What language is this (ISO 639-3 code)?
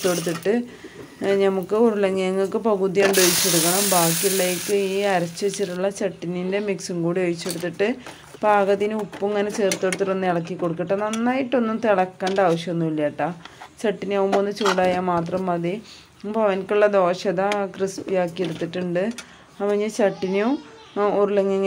mal